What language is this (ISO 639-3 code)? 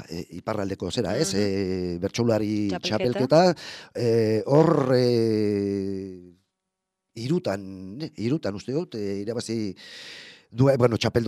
eus